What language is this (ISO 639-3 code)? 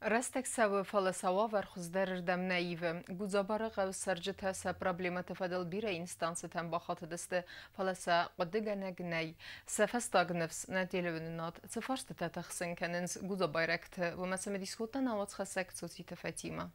oss